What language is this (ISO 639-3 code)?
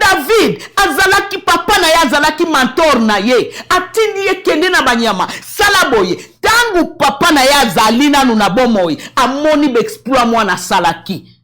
lin